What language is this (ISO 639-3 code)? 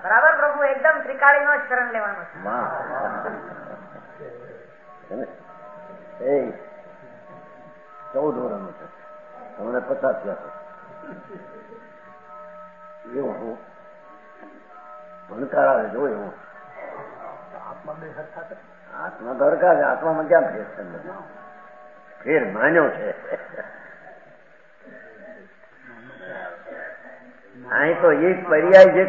guj